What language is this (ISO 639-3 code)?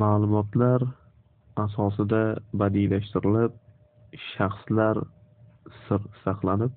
uzb